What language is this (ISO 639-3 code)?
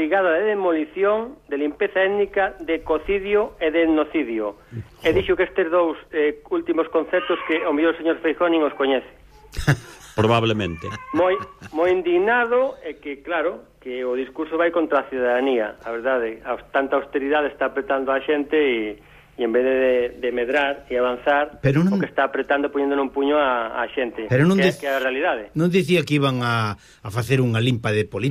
glg